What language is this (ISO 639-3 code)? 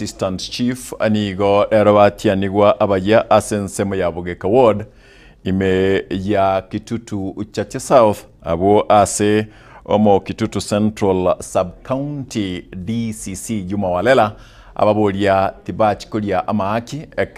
guz